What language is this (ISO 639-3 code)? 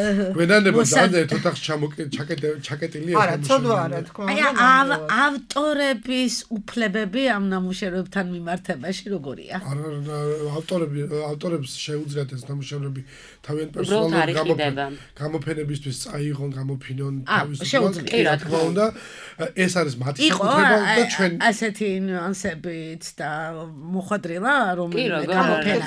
kat